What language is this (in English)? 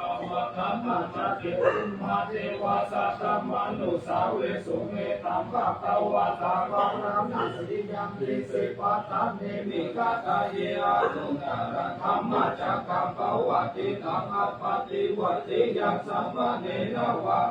Pali